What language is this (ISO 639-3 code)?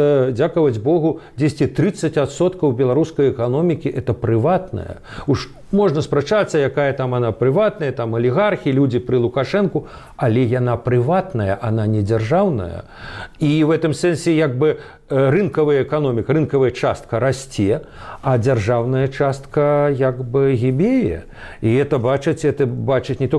bel